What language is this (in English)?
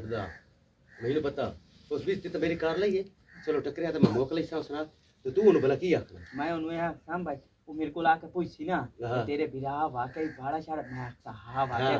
Punjabi